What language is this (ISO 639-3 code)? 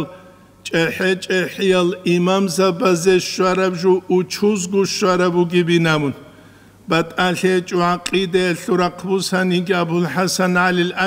ava